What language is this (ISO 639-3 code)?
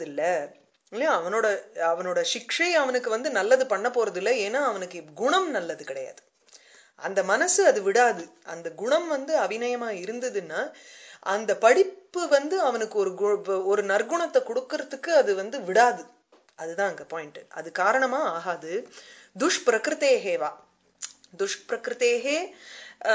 tam